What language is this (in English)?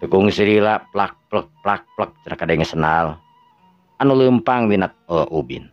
Sundanese